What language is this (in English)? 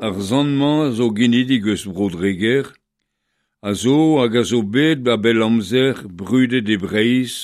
Breton